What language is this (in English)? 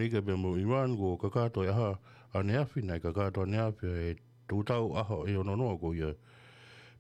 Tongan